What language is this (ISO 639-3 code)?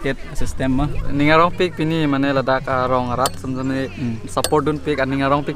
mjw